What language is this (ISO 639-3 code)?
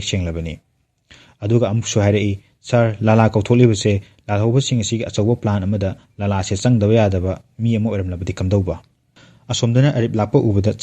mni